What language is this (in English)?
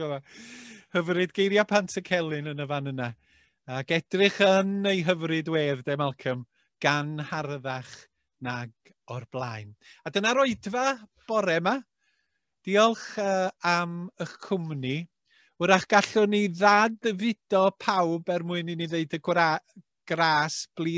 Welsh